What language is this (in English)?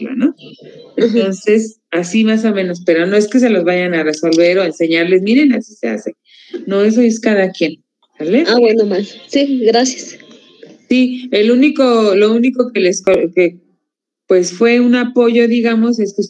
Spanish